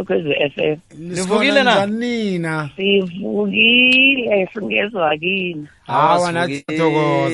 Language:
South Ndebele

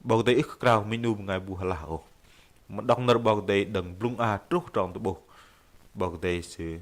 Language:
Bahnar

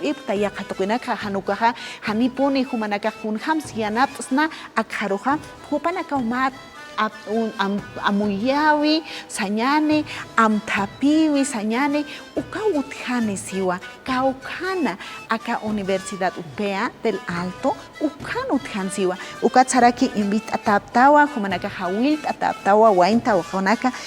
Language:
Aymara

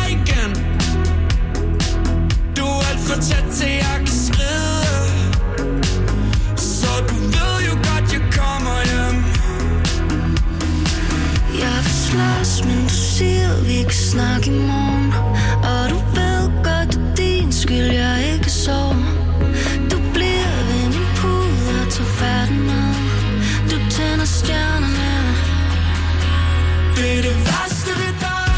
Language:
Danish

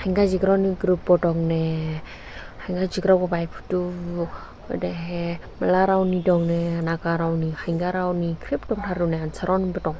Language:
Dimasa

